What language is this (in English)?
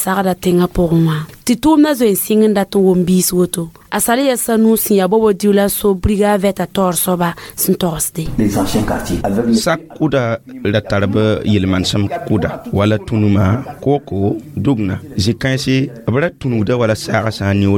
Mossi